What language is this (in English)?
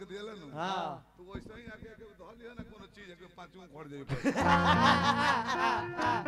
Bhojpuri